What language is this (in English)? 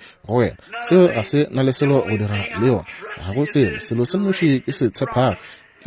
Northern Sotho